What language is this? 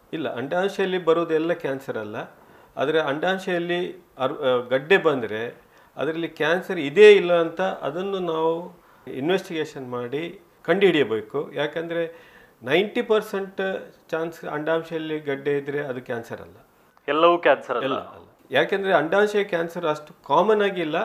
Kannada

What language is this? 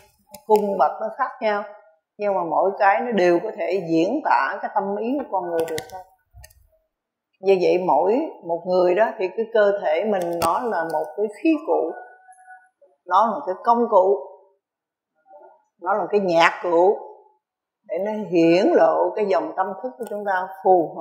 Vietnamese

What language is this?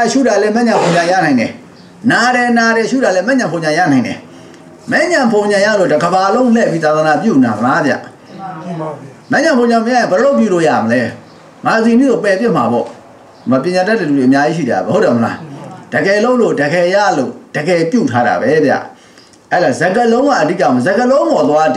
Burmese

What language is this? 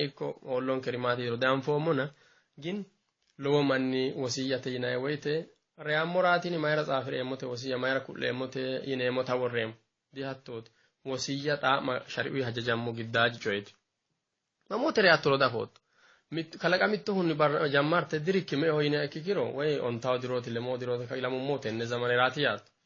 Sidamo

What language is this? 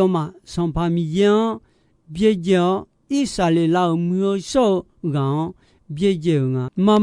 Akha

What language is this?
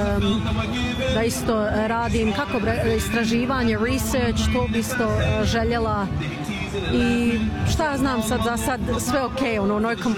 Bosnian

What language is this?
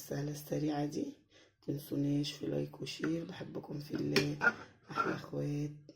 Egyptian Arabic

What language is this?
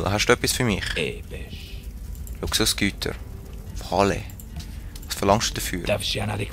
Swiss German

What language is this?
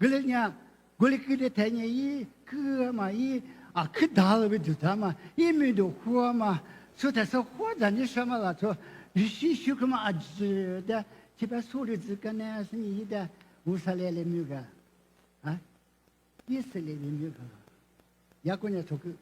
Lisu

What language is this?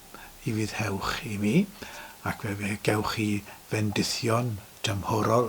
Welsh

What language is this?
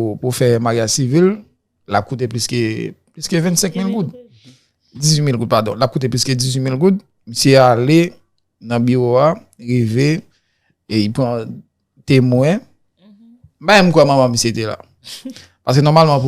Haitian Creole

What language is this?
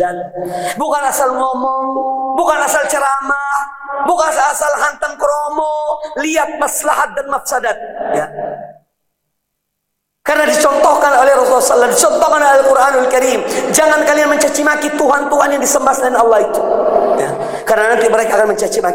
Indonesian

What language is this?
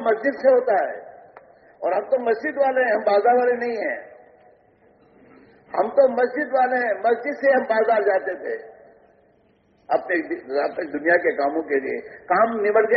Urdu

